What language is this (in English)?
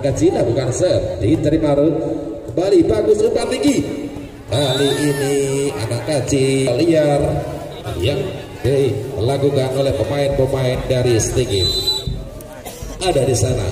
Indonesian